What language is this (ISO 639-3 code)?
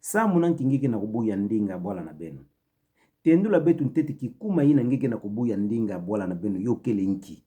ktu